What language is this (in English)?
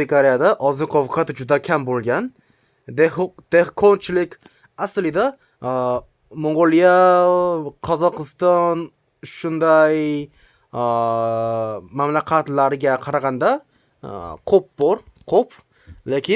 Uzbek